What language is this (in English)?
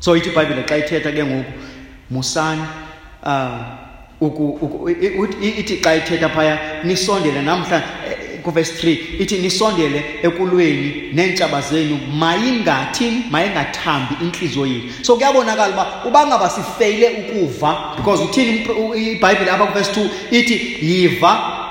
Xhosa